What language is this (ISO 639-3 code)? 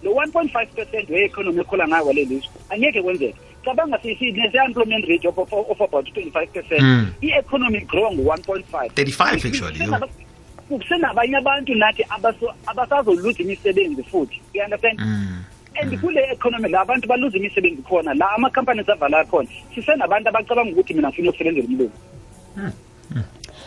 nbl